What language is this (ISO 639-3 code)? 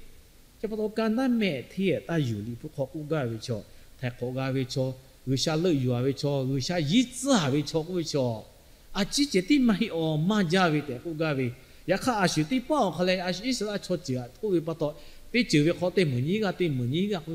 lhu